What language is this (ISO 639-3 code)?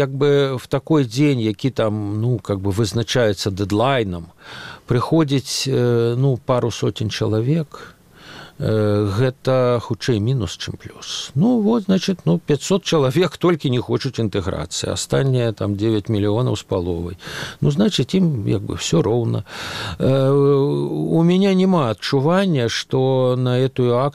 bel